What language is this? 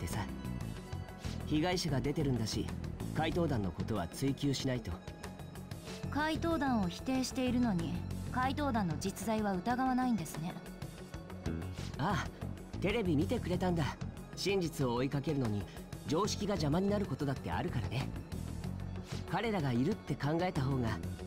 Japanese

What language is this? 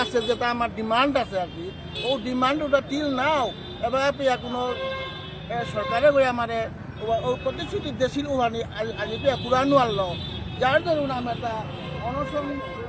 Bishnupriya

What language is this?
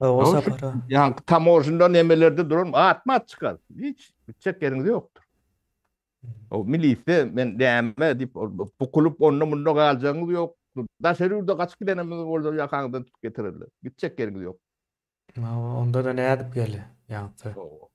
Turkmen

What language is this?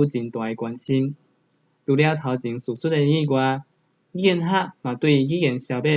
Min Nan Chinese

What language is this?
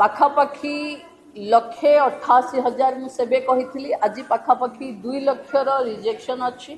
Odia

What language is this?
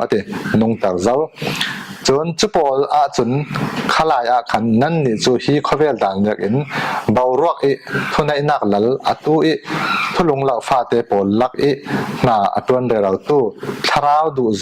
Falam Chin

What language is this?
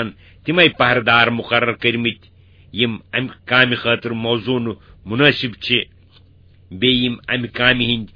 Kashmiri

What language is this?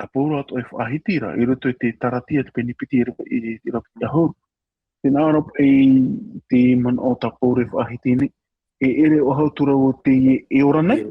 Tahitian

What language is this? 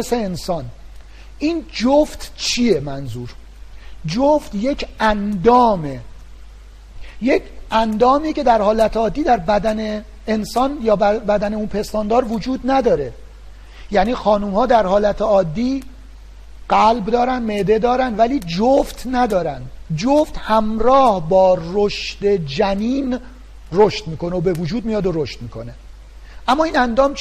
Persian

